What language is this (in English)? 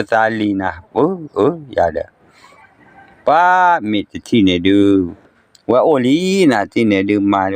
S'gaw Karen